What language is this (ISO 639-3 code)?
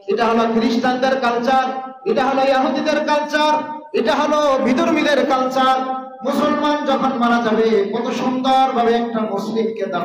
ben